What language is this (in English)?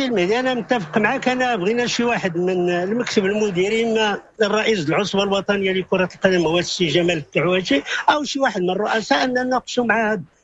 Moroccan Arabic